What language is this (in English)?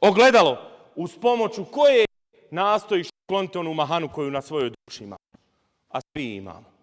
Bosnian